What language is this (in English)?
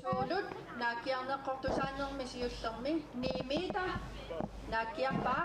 Kalaallisut